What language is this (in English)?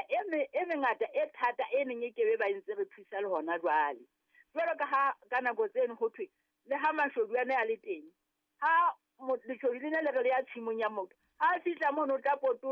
Southern Sotho